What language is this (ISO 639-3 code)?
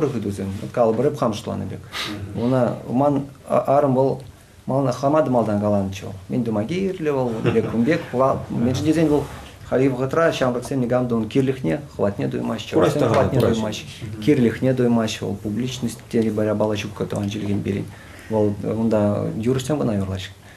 chv